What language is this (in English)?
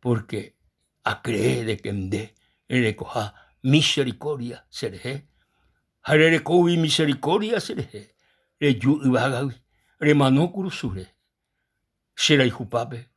Guarani